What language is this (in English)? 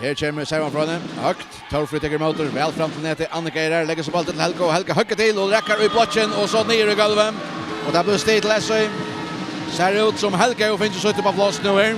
Faroese